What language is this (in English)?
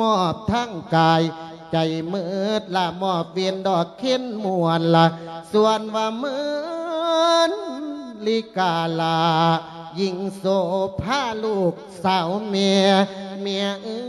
Lao